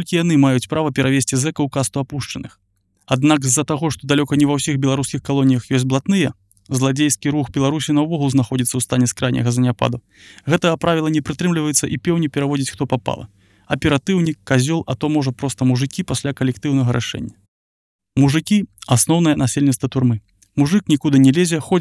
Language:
Belarusian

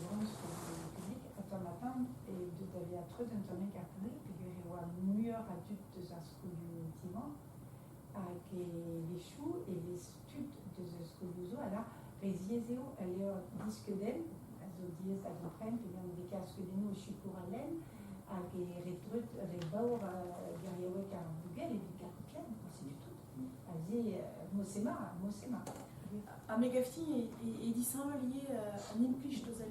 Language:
Breton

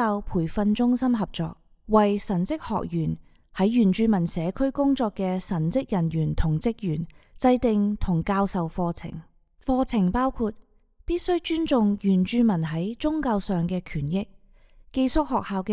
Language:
Cantonese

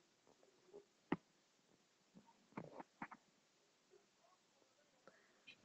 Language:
Turkish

